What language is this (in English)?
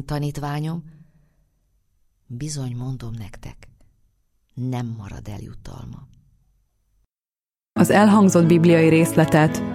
Hungarian